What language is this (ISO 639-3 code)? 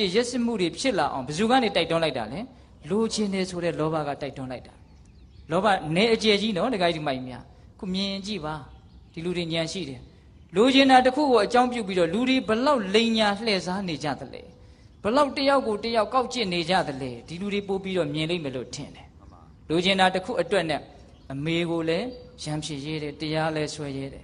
mya